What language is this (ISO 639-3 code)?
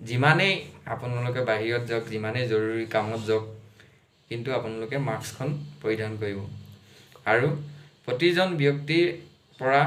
asm